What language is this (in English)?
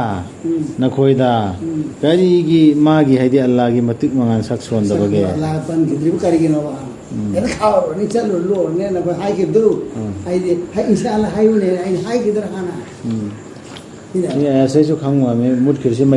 Manipuri